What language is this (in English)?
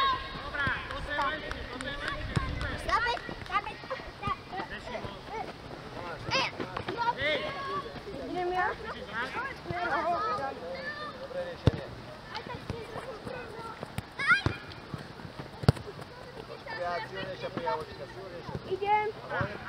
Slovak